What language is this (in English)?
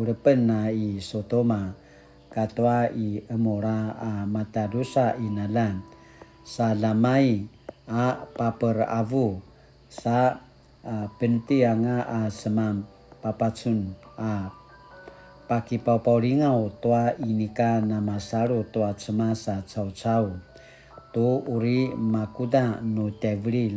Paiwan